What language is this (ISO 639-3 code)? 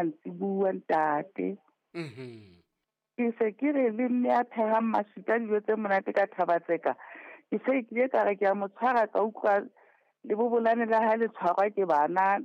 sot